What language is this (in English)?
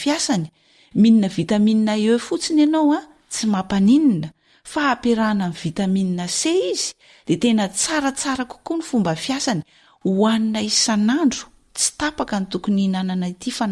Malagasy